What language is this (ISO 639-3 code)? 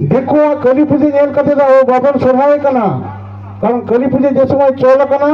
sat